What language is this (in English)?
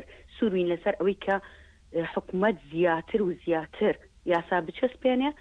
Central Kurdish